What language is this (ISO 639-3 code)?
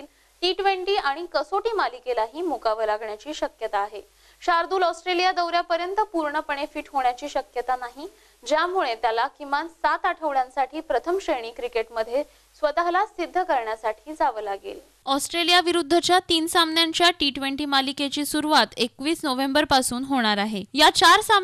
mar